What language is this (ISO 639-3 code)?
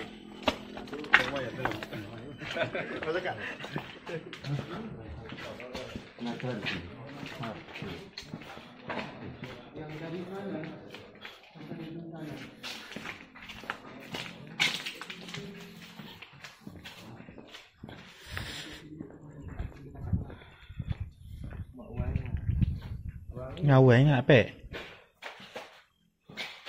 msa